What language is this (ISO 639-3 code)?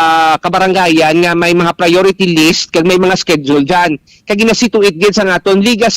hil